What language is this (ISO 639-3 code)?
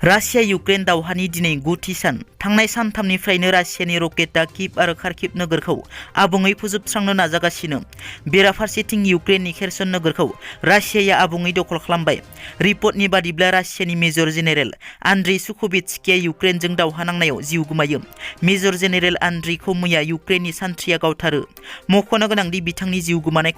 brx